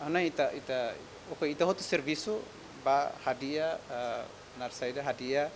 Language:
Tetum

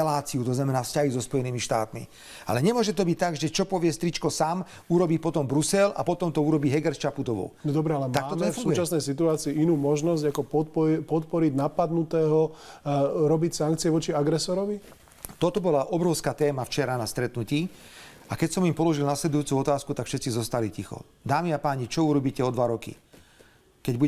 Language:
Slovak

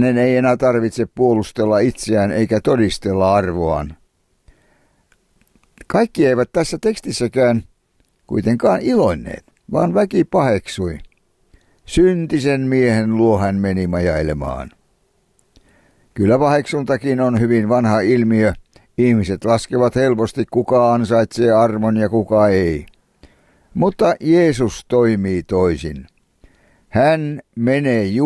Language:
Finnish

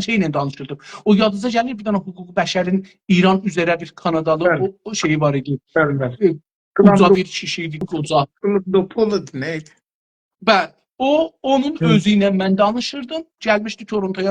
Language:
South Azerbaijani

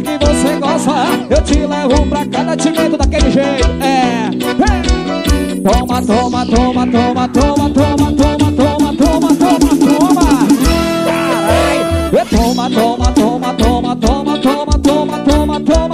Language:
Portuguese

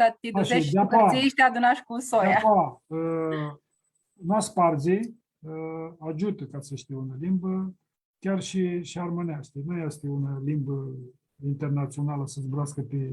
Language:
Aromanian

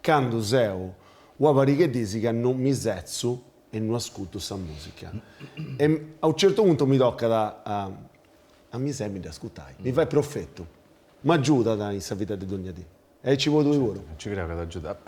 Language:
Sardinian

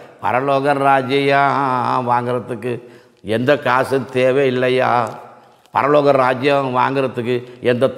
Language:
Tamil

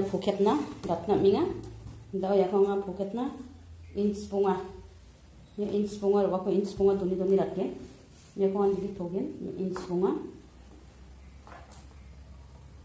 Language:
Garo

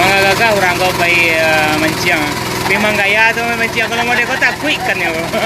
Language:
Minangkabau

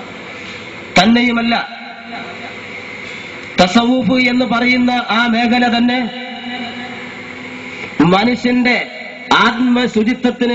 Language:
Malayalam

